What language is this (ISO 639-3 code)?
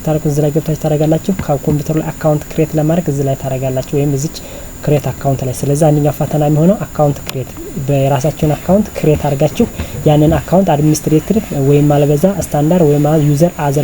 amh